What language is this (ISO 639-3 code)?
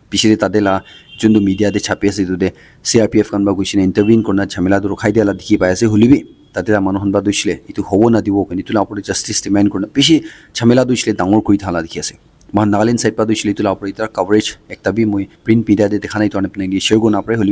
nag